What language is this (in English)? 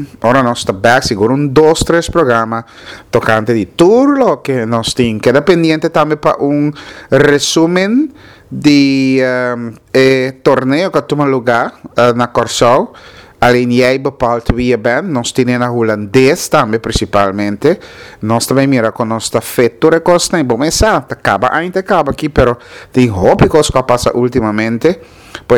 Papiamento